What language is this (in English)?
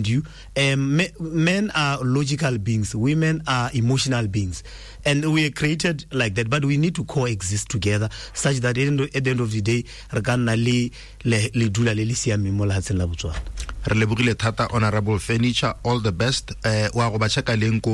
Tswana